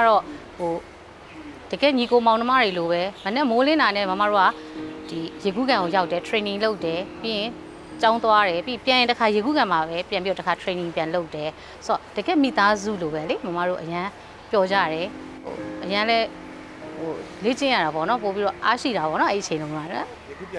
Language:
Burmese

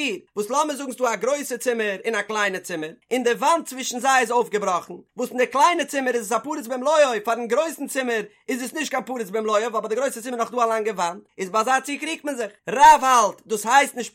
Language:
Yiddish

